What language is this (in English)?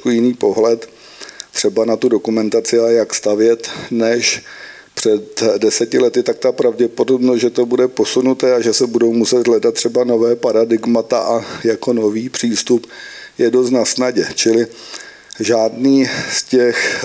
Czech